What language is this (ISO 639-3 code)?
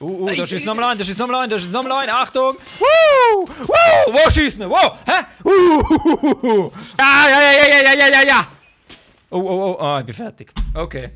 gsw